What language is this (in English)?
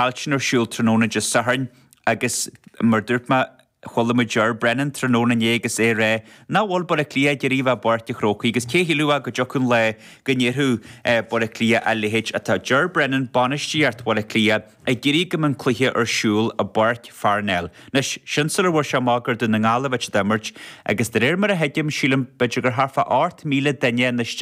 Irish